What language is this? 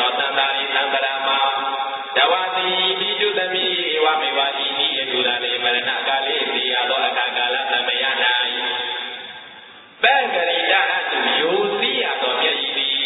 Burmese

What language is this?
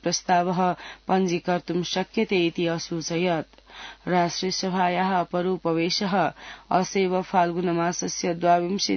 Sanskrit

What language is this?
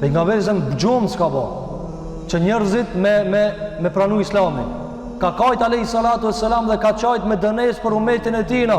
Albanian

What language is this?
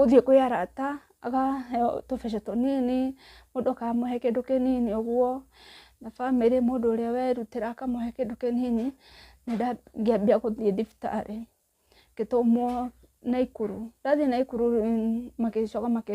Kikuyu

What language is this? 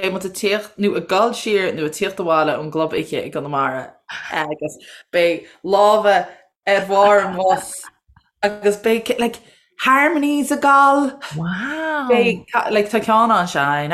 Irish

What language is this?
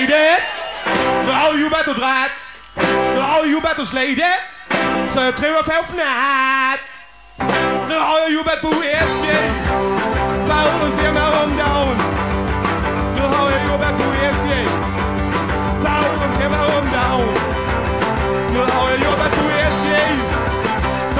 Swedish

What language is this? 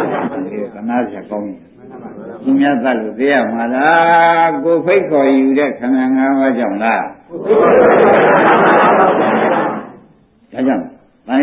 Burmese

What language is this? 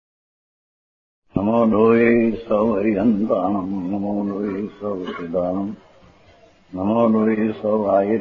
Gujarati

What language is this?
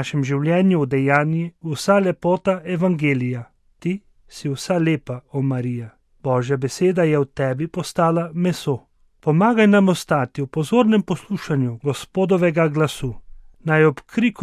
Slovenian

